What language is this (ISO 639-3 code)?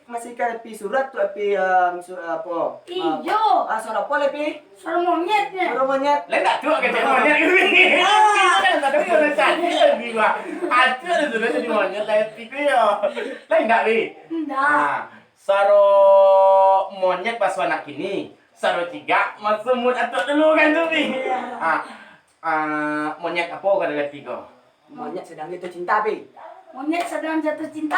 min